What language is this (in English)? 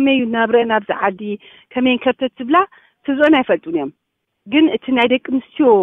Tigrinya